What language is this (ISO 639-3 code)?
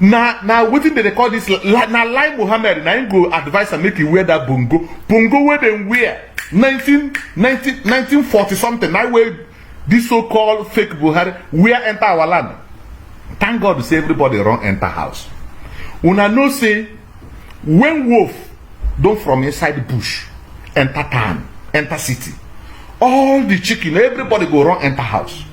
pcm